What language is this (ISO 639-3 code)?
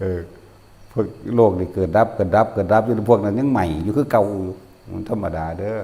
tts